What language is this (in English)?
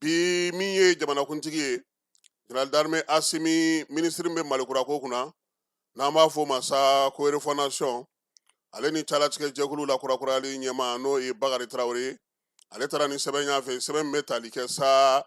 Bambara